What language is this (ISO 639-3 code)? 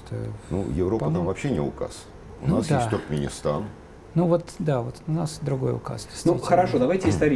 rus